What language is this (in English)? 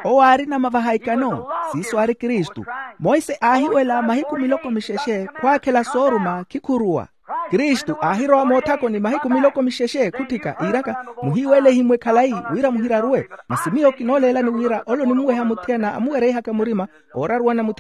Makhuwa